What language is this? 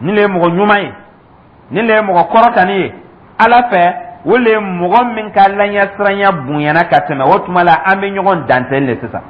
Dyula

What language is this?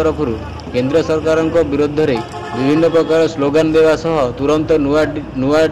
Odia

